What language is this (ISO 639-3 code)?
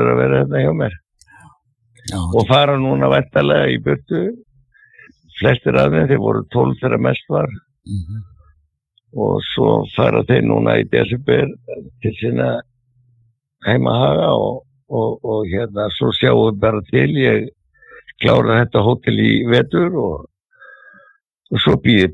isl